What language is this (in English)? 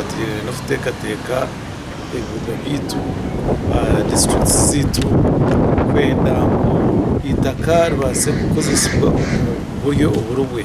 Nyankole